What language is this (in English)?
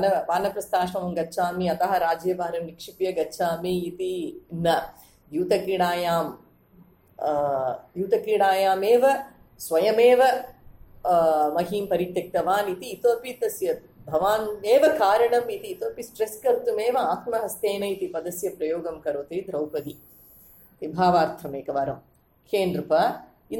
Sanskrit